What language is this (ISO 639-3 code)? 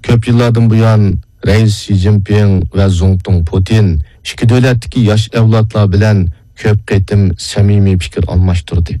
uig